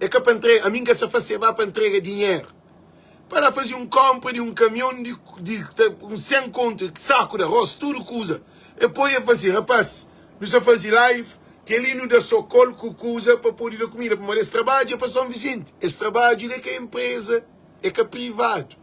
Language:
Kabuverdianu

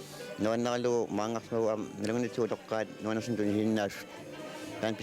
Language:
Kalaallisut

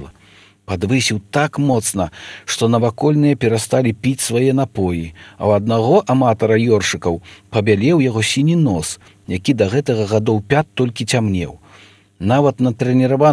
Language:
Belarusian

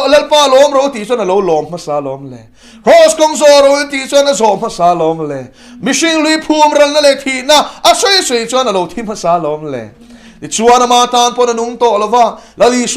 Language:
Mizo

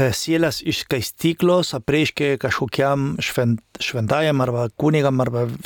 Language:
Lithuanian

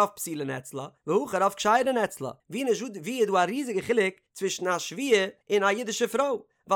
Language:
Yiddish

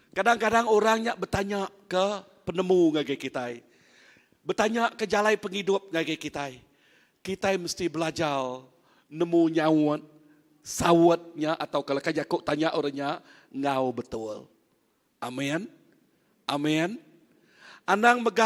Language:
Iban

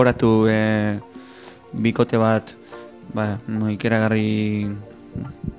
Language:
Basque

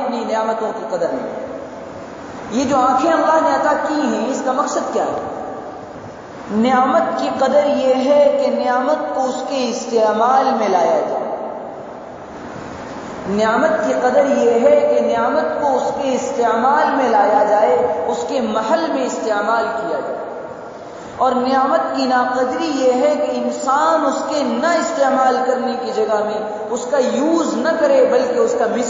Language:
Urdu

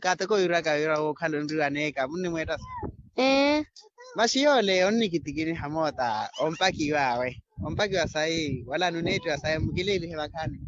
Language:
Makhuwa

